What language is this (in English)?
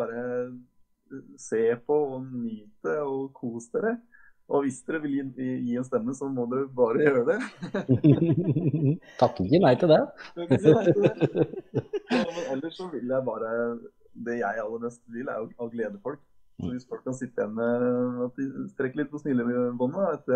Norwegian